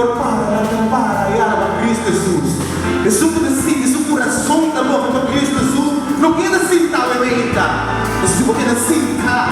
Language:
Papiamento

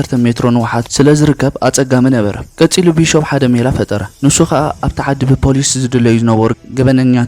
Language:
Tigrinya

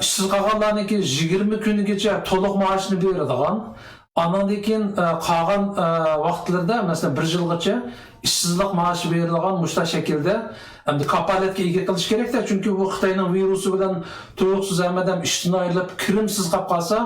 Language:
Uyghur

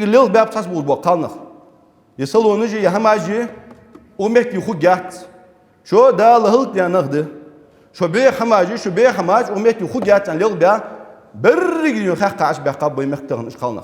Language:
Ingush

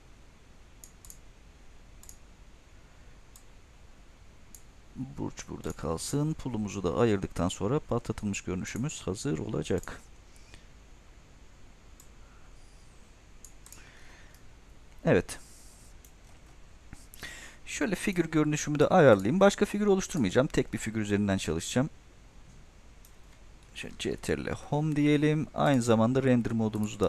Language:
Turkish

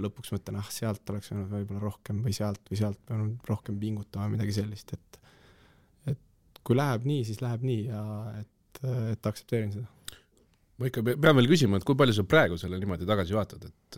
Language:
Estonian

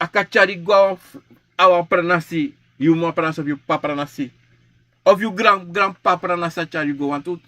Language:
Sranan Tongo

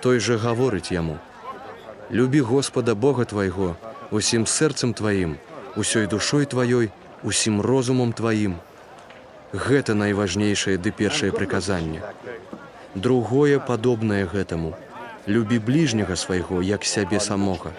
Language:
Belarusian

